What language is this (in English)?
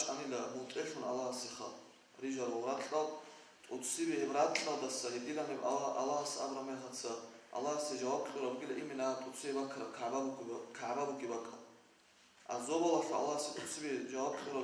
Avaric